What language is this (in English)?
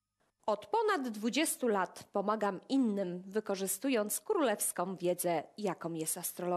Polish